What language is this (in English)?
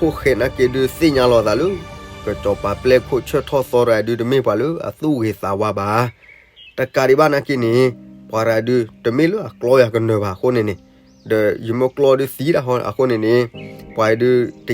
S'gaw Karen